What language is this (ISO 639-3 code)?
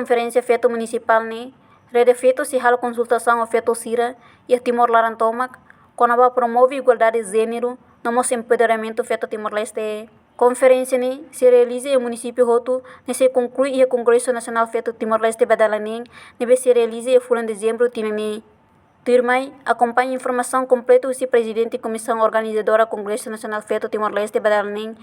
tet